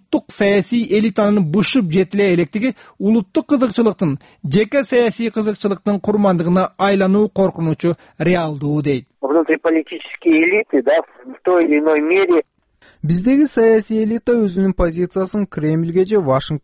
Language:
Kyrgyz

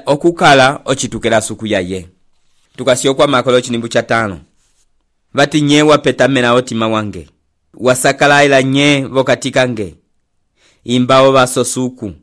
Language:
Umbundu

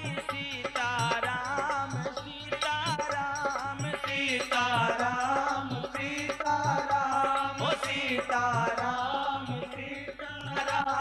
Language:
Bhojpuri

